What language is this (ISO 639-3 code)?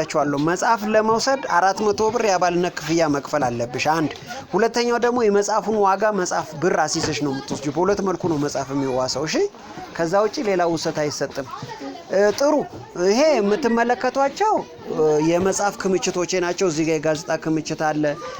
amh